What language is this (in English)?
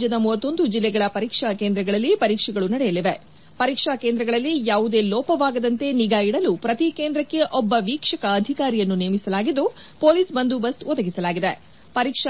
Kannada